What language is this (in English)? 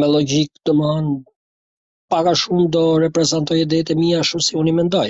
Albanian